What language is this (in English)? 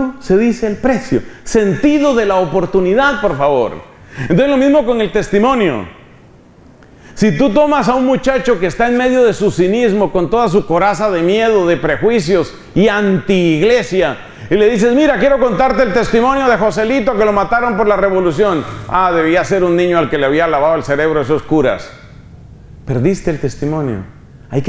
Spanish